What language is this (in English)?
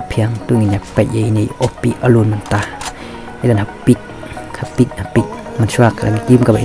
Khasi